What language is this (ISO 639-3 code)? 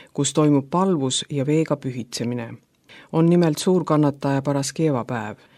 est